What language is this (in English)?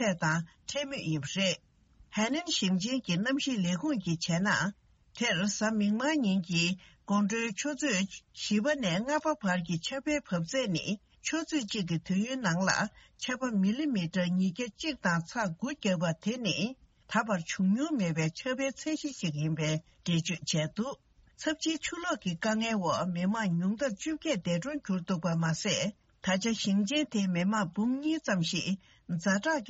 Tibetan